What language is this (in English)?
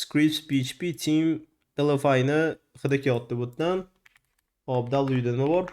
Uzbek